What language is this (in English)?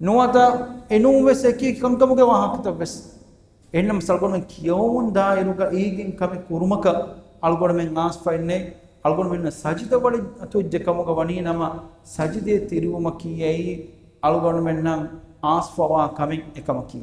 Divehi